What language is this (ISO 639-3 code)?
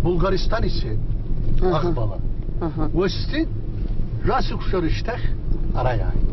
abk